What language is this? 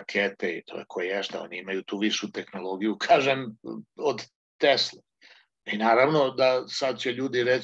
Serbian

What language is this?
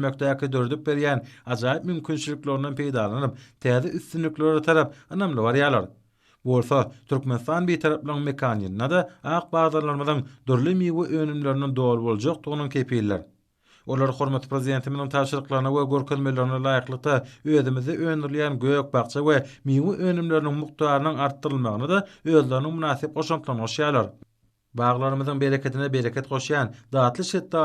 Turkmen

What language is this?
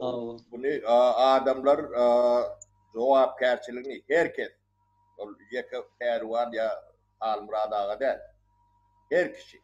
Turkmen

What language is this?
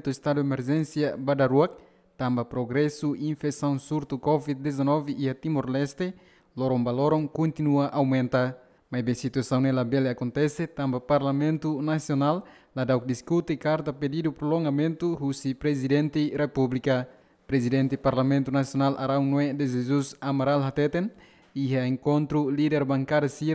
Tetum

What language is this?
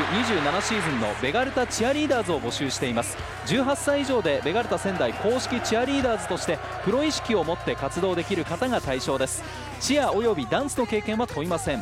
Japanese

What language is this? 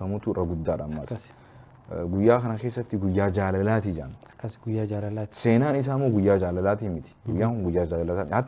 Oromo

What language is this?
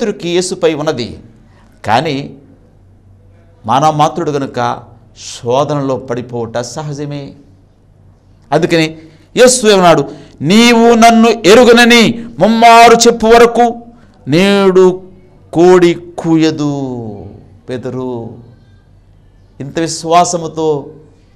Telugu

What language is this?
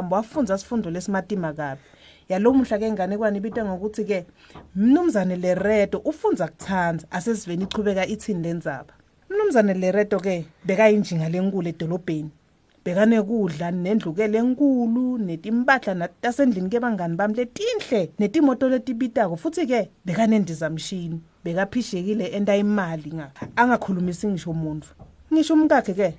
Swati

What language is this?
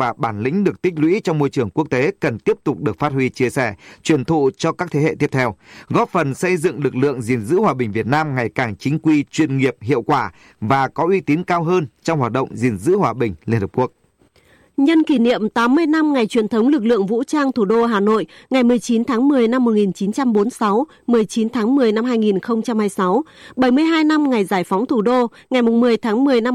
Vietnamese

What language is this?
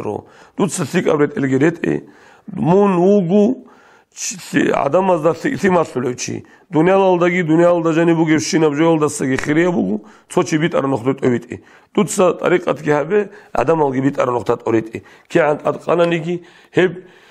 Avaric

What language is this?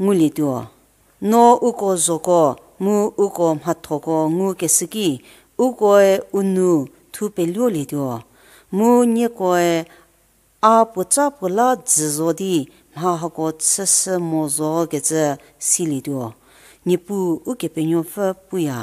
Angami Naga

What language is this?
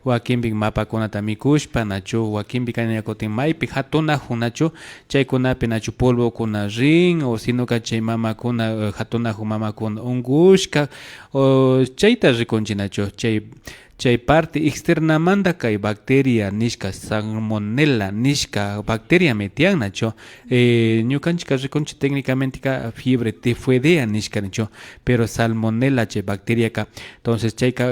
Imbabura Highland Quichua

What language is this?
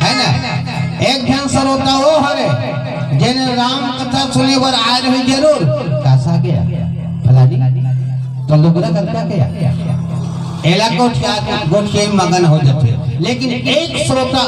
Chhattisgarhi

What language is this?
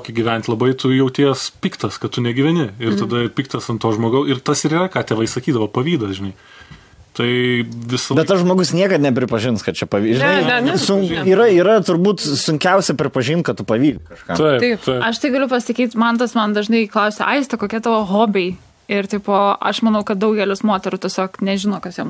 Lithuanian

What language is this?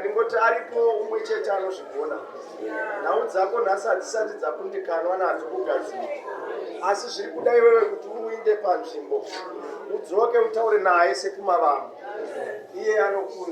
Shona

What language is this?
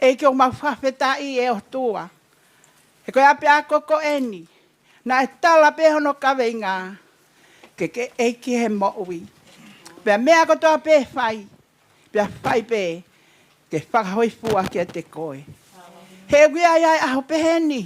Tongan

